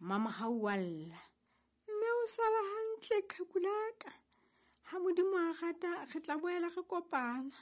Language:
Southern Sotho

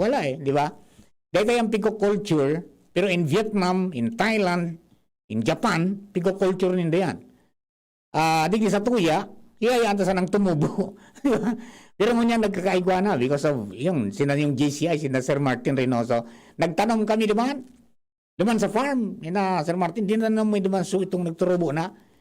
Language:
Bikol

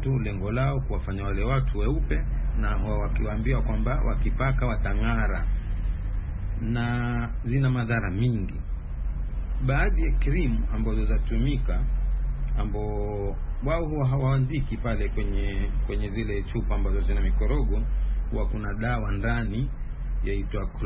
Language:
Swahili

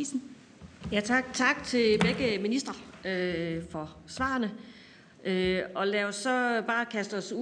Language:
Danish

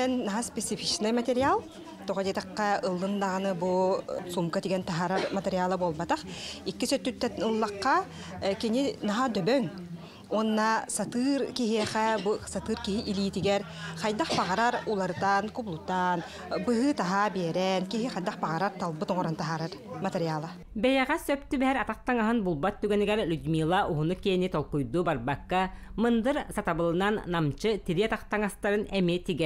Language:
Yakut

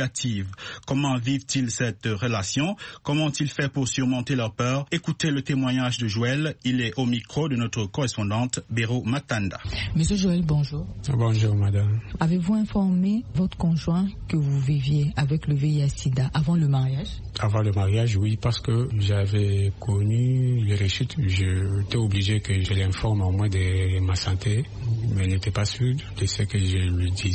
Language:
French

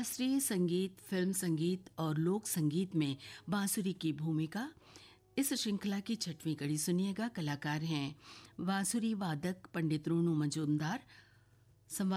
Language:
Hindi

